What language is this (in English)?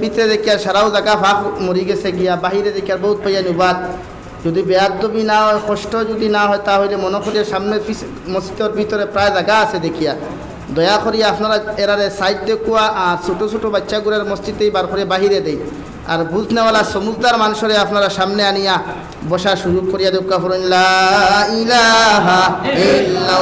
Sylheti